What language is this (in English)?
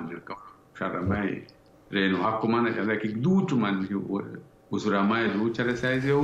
Sidamo